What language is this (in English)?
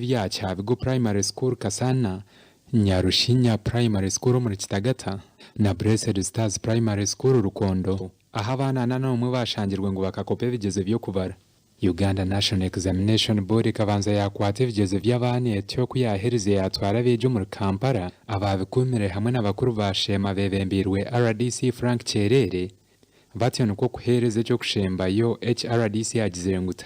Nyankole